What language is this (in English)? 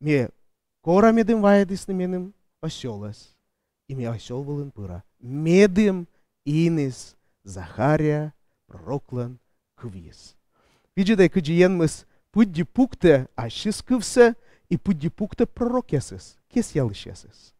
Komi